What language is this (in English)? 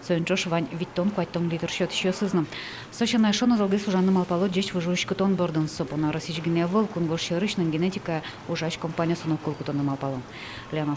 Udmurt